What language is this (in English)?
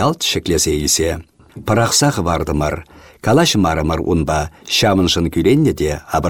Chuvash